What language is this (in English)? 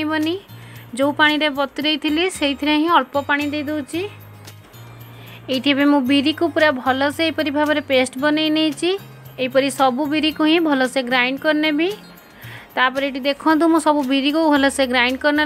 Odia